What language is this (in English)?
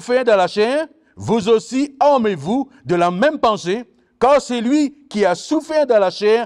Morisyen